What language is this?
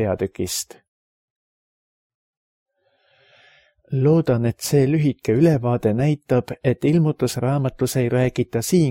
Estonian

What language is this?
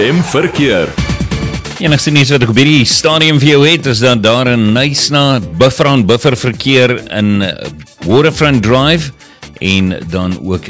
Afrikaans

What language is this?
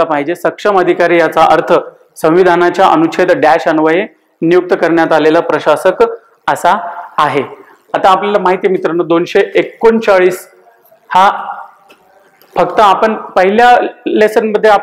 Marathi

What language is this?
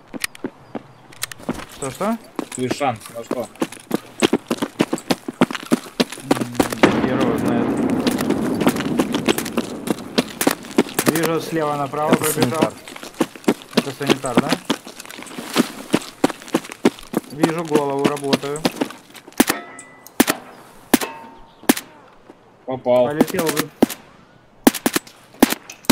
Russian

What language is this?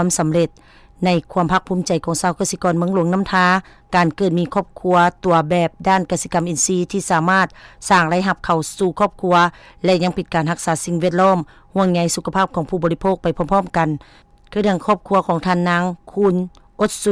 Lao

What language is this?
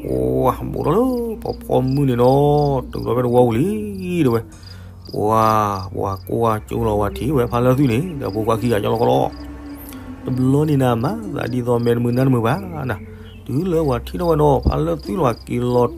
S'gaw Karen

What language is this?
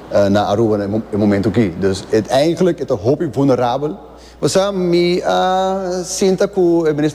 Papiamento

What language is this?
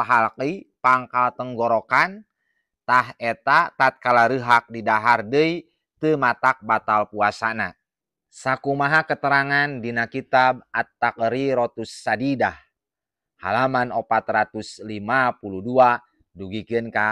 Sundanese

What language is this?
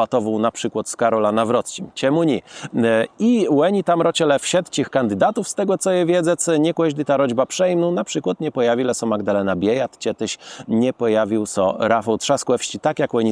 Kashubian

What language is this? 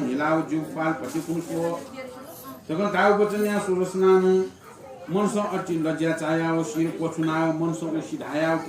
Newari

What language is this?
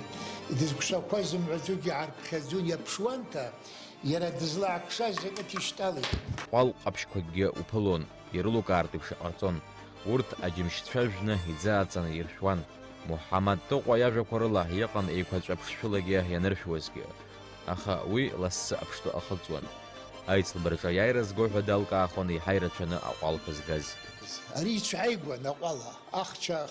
Abkhazian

